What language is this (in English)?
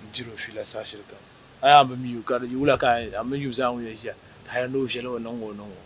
Dagbani